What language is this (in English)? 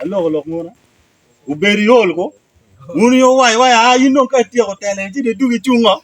Acoli